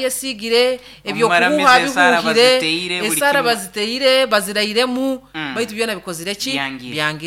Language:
Nyankole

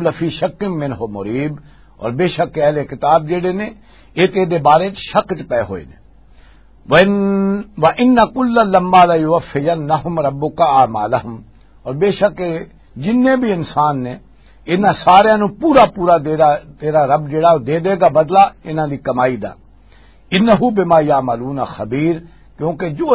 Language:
Western Panjabi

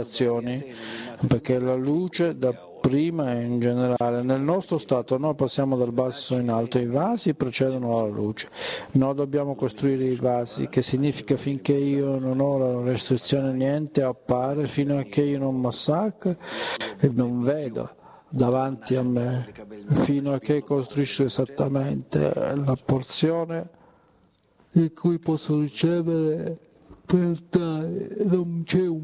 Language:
Italian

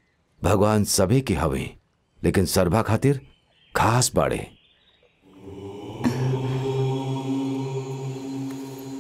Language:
Bhojpuri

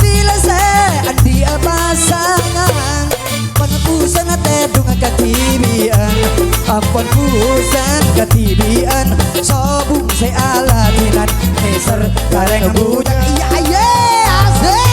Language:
Madurese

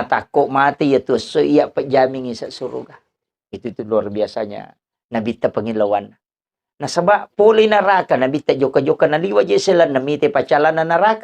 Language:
Buginese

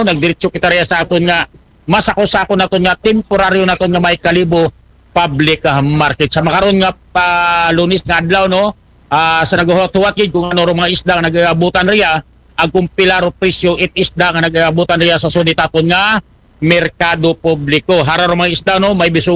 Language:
Aklanon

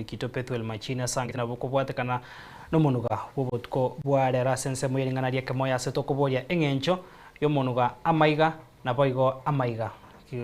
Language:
Gusii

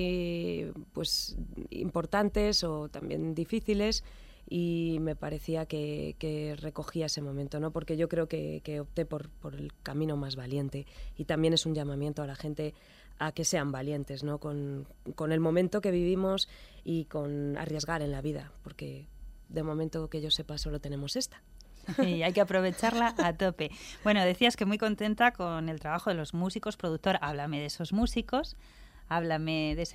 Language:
Spanish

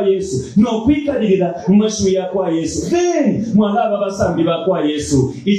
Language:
Bemba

